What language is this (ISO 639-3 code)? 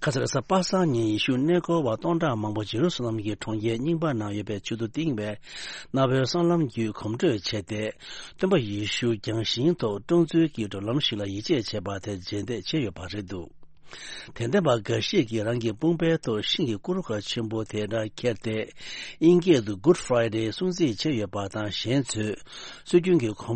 bod